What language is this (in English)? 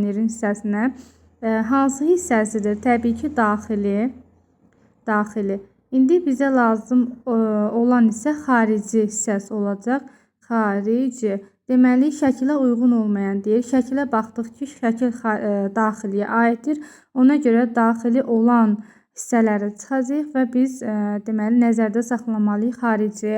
Azerbaijani